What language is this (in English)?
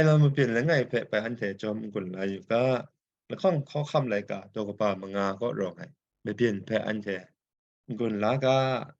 Kachin